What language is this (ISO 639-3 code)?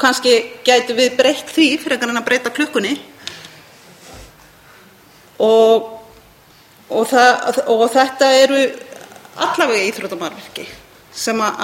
isl